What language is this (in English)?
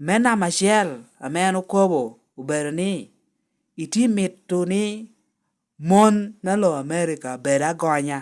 Lango (Uganda)